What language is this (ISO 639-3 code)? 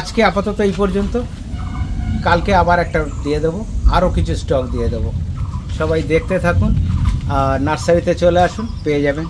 ben